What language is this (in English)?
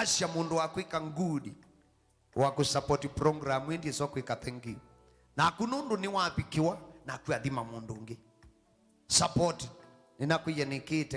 Kamba